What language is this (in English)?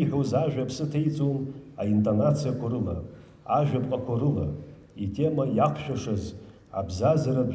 Abkhazian